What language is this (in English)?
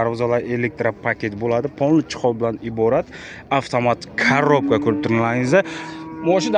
Uzbek